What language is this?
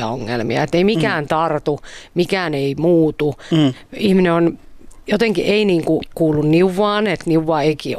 Finnish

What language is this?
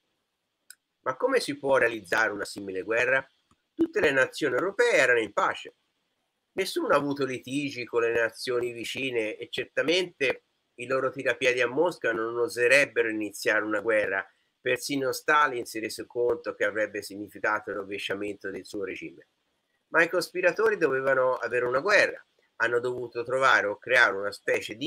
Italian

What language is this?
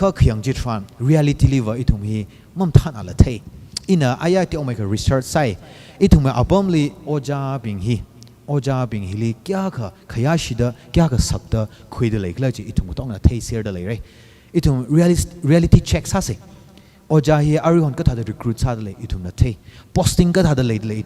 Tangkhul Naga (India)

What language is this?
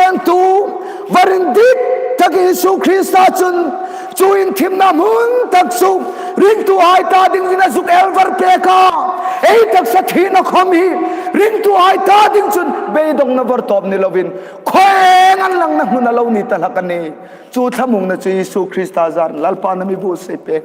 Hmar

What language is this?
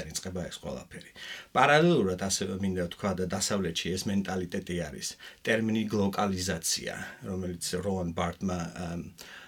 Georgian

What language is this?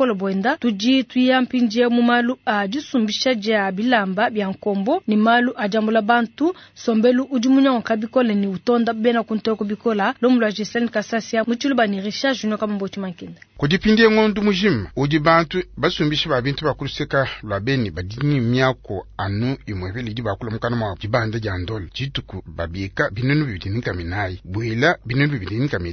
Luba-Lulua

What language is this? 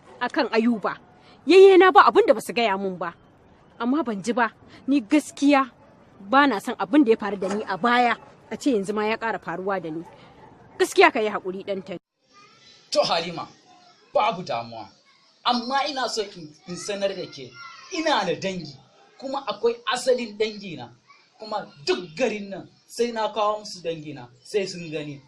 Hausa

